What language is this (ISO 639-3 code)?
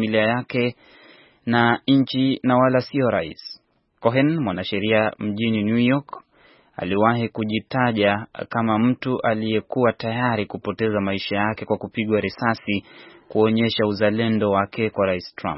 swa